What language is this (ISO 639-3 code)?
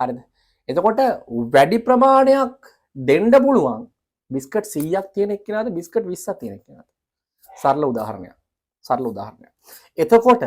sin